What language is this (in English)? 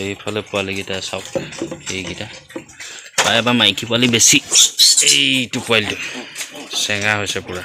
Assamese